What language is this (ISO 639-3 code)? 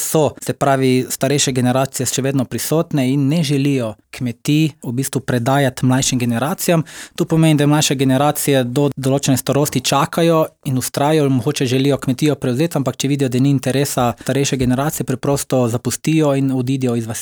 slv